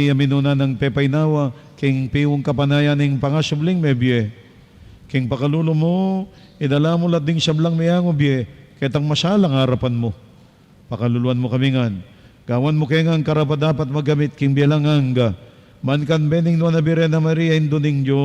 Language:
Pampanga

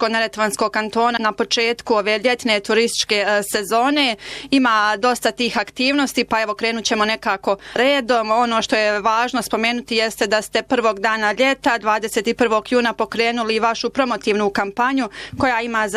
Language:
Bosnian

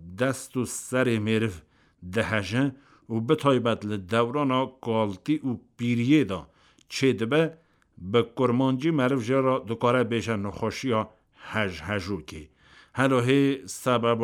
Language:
Kurdish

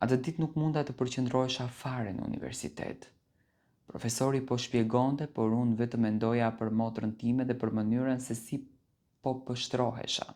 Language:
Albanian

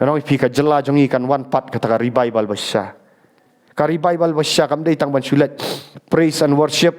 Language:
Khasi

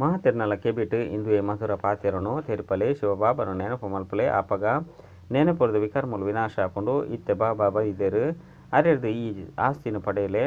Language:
Tulu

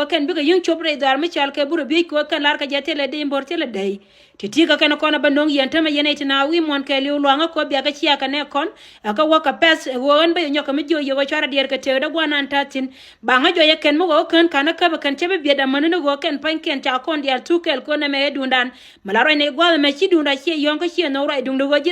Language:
Nuer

